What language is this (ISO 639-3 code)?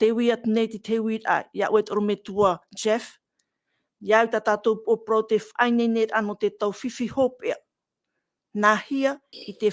tah